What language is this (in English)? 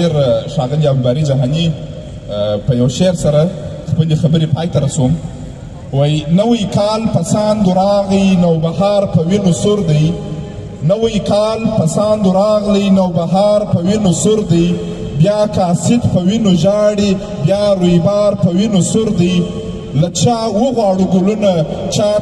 Pashto